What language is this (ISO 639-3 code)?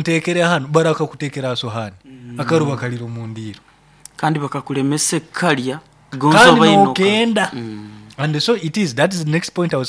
nyo